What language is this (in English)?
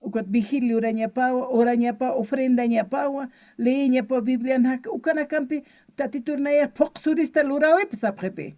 Aymara